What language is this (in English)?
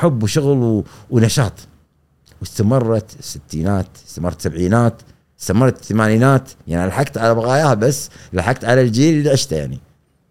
Gulf Arabic